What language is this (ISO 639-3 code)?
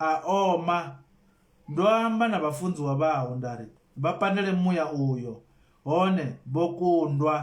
ven